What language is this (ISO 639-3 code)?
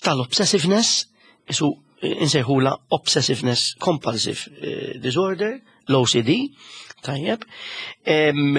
mlt